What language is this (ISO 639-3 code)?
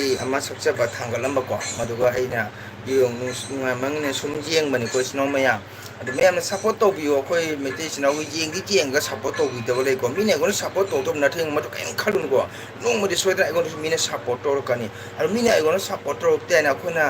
mni